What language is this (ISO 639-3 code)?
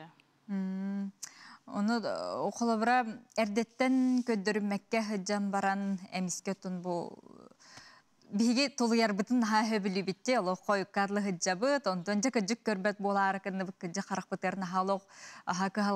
sah